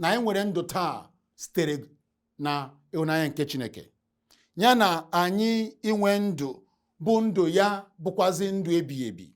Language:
Igbo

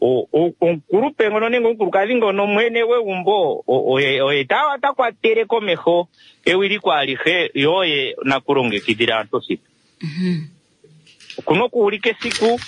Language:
Kuanyama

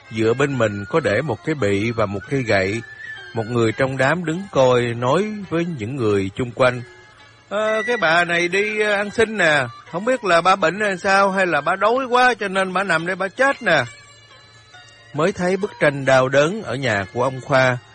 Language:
Vietnamese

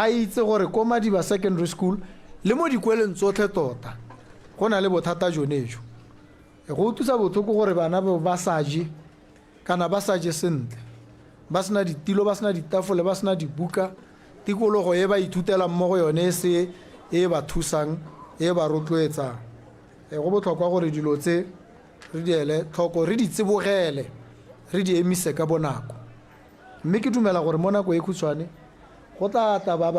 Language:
Tswana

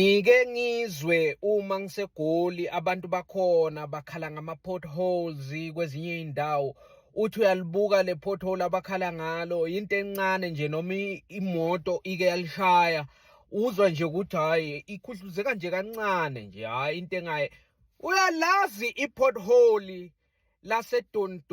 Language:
Zulu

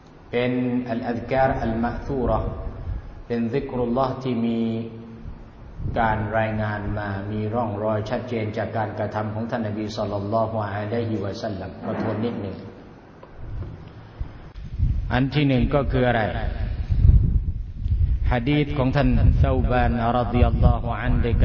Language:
Thai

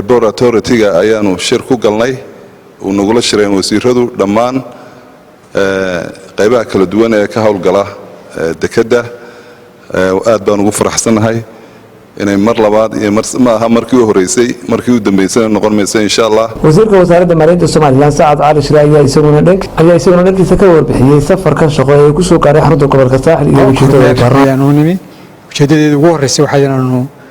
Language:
Somali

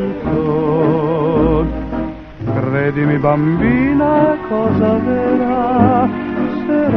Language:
Italian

